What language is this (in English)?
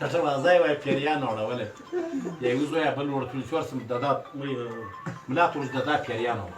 Pashto